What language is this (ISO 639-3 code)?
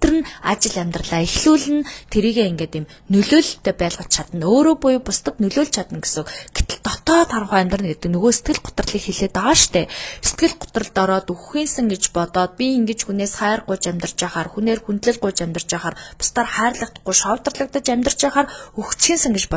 mon